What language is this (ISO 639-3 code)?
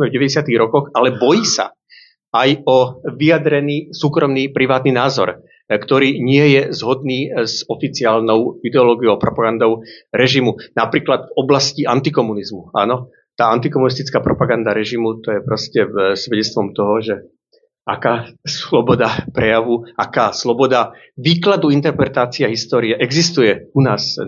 slk